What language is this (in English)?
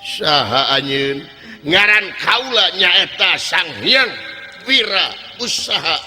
Sundanese